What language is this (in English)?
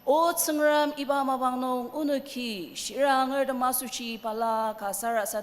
Ao Naga